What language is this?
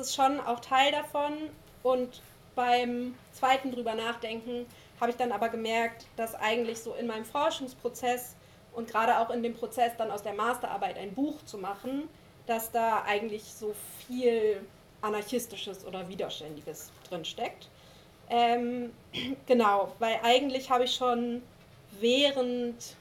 German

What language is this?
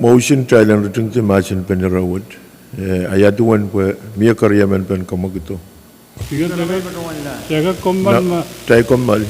Pohnpeian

